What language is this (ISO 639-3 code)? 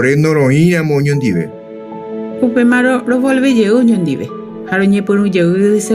grn